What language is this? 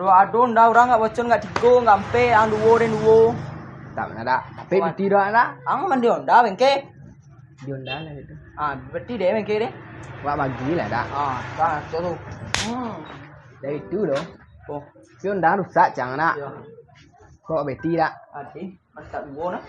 Minangkabau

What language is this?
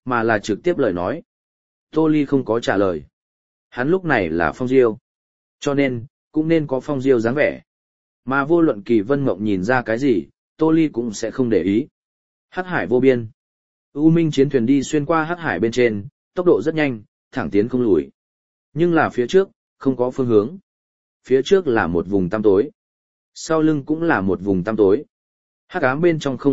Vietnamese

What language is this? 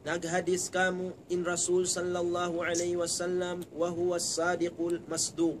Tausug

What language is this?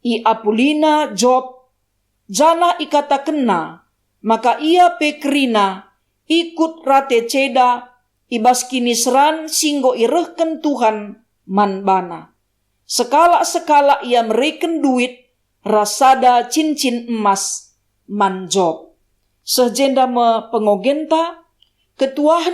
Batak Karo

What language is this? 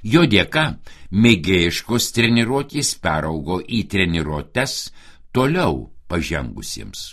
Lithuanian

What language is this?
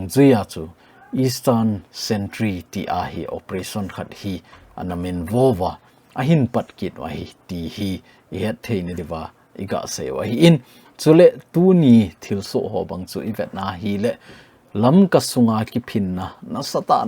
Thado Chin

